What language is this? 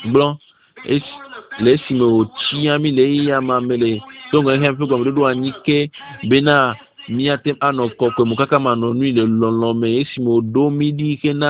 Ewe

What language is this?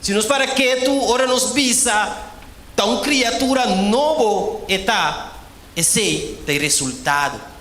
Papiamento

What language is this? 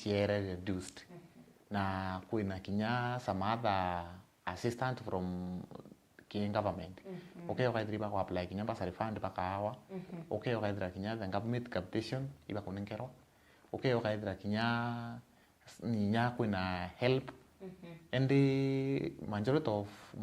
Meru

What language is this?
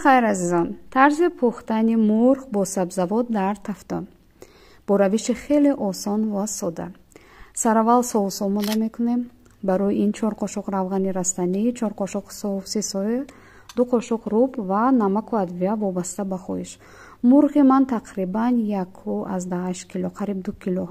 Tajik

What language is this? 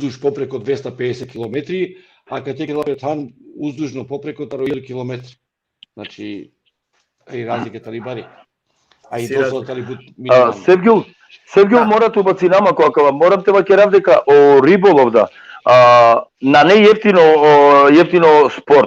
Balkan Romani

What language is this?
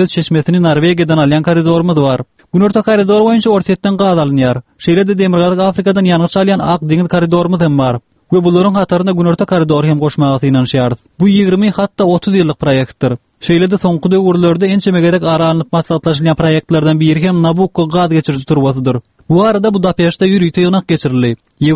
Turkmen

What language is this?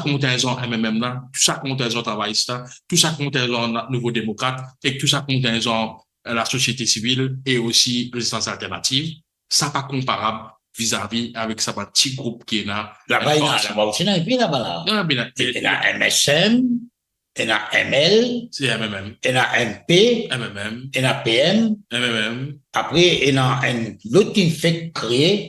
Morisyen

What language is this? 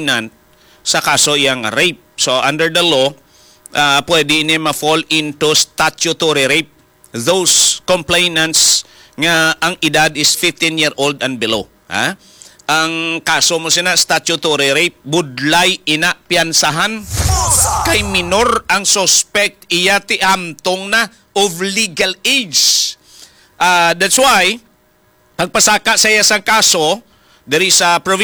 Hiligaynon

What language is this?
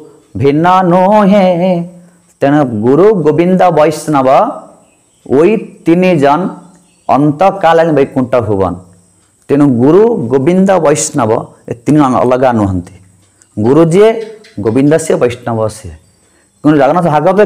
Odia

